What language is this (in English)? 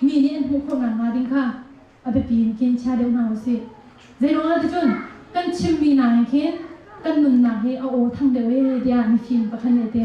Hakha Chin